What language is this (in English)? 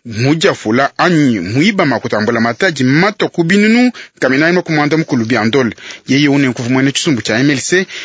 Luba-Lulua